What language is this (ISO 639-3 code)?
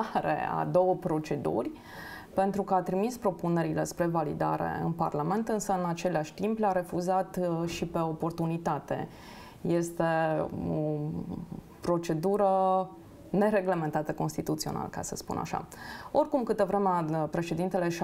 ron